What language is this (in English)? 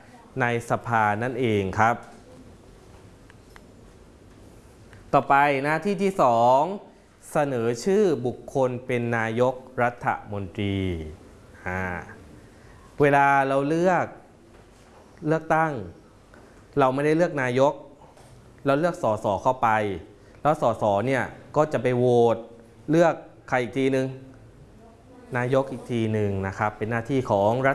Thai